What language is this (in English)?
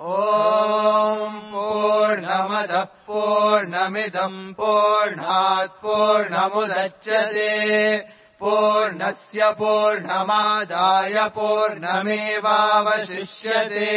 Sanskrit